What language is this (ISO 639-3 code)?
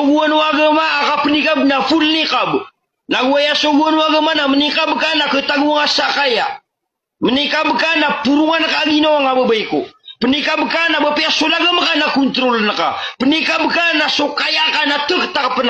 mrw